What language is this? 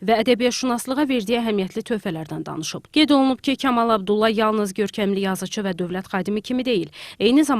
Azerbaijani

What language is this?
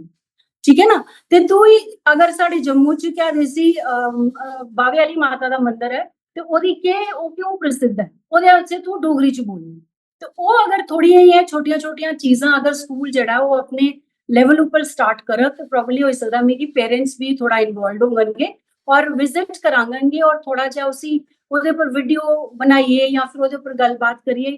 Dogri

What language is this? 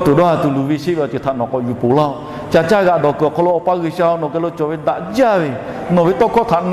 Lahu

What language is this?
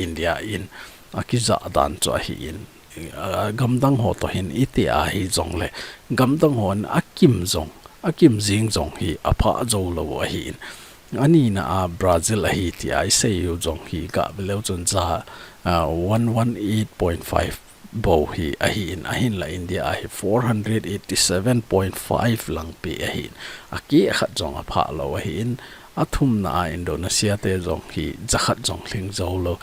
Thado Chin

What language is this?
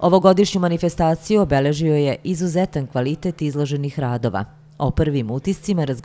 Serbian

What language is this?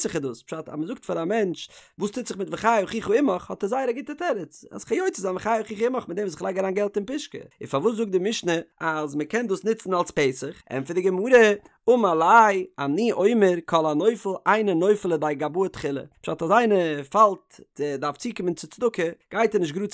Yiddish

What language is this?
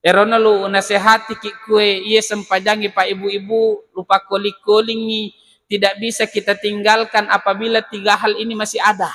Buginese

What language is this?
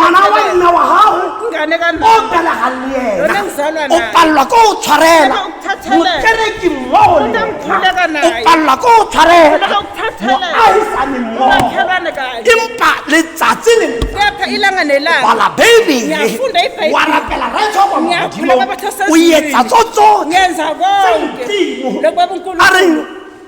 Southern Sotho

